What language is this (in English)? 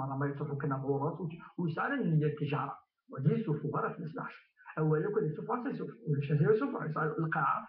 Kabyle